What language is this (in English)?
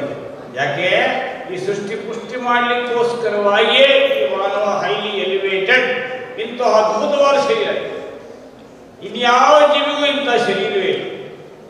Kannada